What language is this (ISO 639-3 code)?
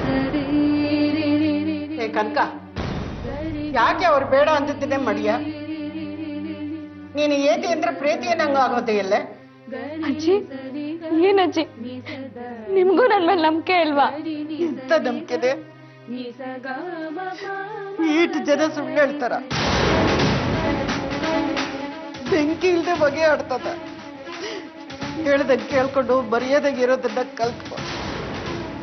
kan